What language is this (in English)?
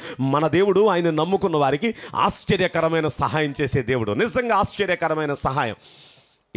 Telugu